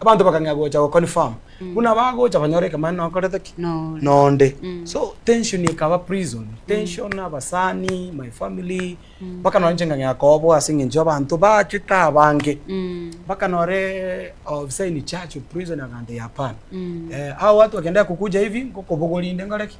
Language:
Gusii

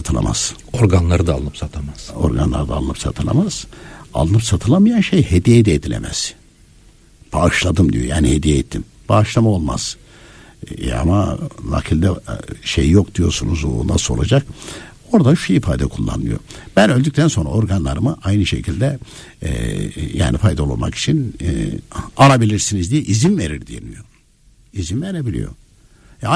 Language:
Turkish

